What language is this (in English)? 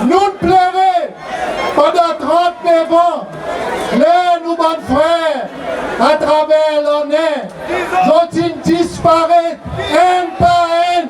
Seselwa Creole French